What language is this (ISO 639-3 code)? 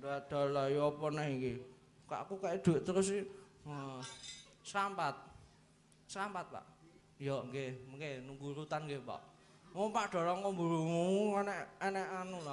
jav